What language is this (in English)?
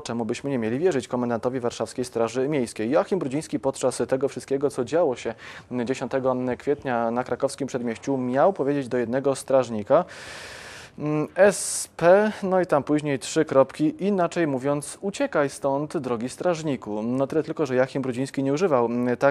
Polish